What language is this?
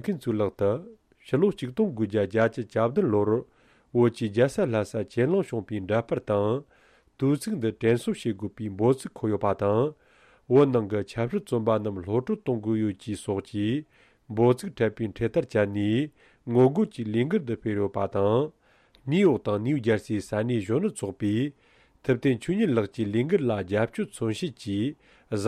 Tibetan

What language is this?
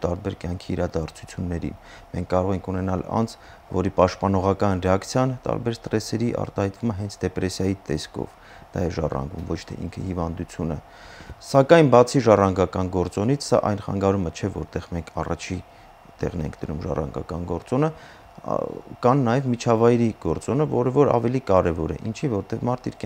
Armenian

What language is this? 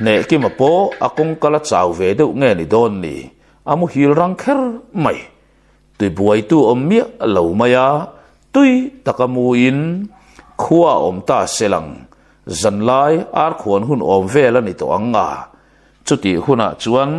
Mizo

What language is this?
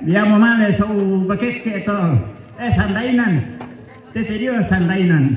Toraja-Sa'dan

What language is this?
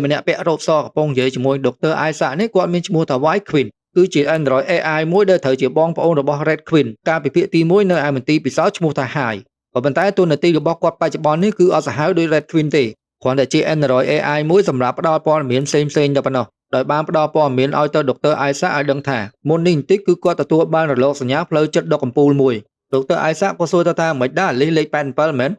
Khmer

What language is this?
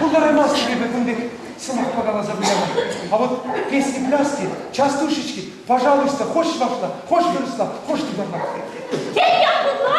Chuvash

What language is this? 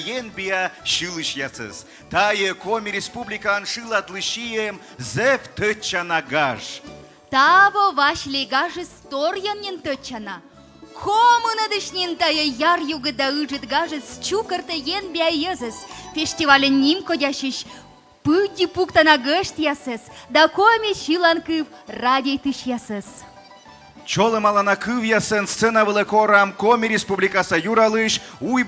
Komi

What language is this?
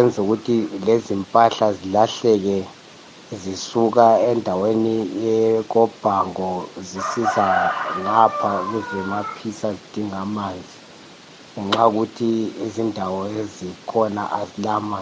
North Ndebele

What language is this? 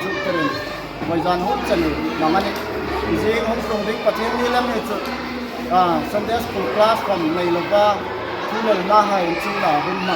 Hmar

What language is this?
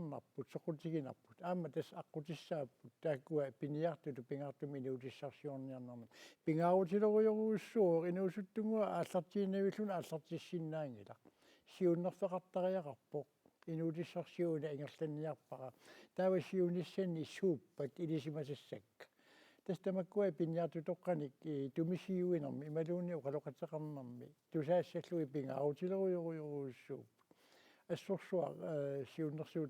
Kalaallisut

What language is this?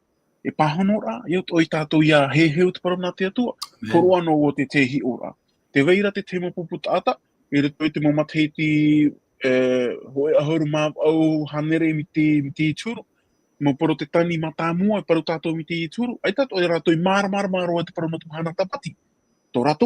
Tahitian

